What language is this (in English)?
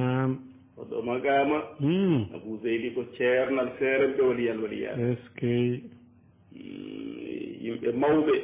Fula